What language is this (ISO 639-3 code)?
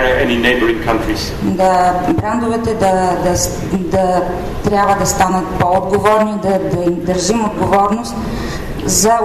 bul